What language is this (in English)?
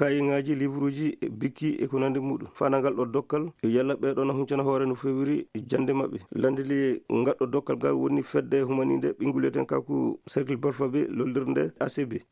Fula